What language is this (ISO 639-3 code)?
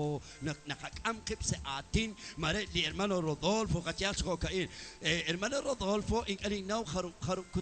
kek